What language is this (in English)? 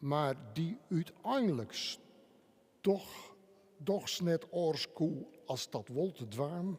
Western Frisian